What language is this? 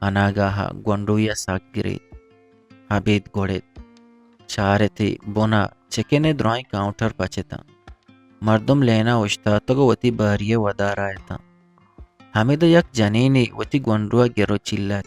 Eastern Balochi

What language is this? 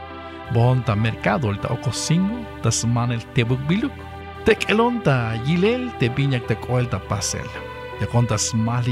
Tzeltal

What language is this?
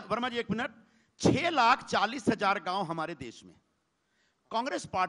Hindi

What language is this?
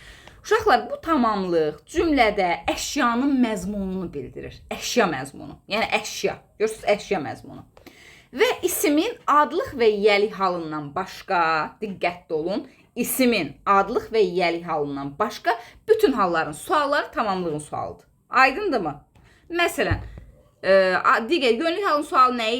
Azerbaijani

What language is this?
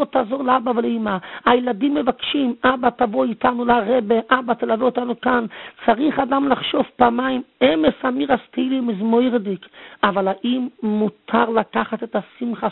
Hebrew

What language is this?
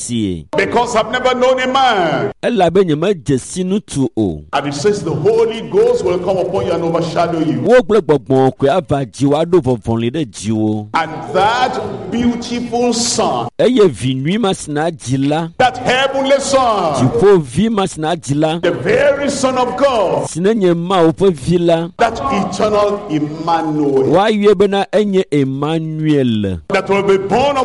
Ewe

